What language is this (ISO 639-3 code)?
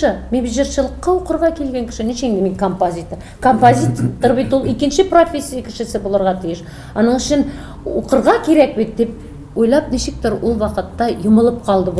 tat